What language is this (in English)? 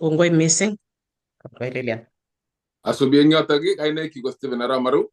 Kalenjin